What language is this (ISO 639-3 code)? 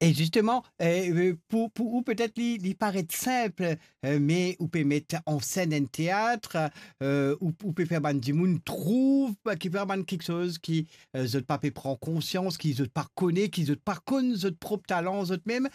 mfe